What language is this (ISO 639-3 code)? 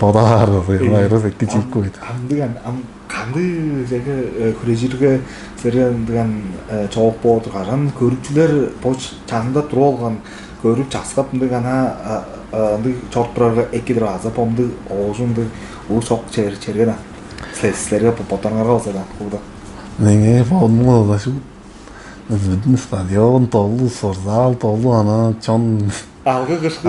tyv